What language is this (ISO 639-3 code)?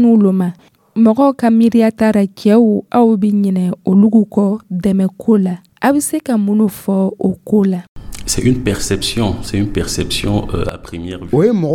dyu